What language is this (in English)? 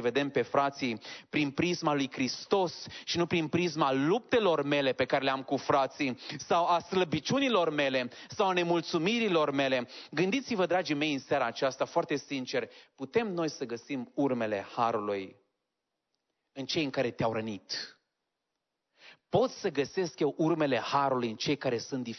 Romanian